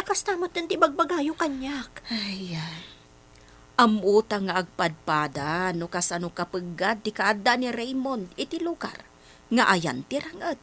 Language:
Iloko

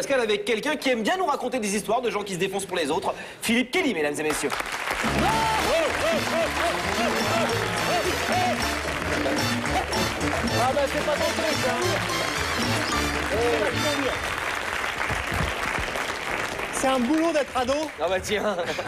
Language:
French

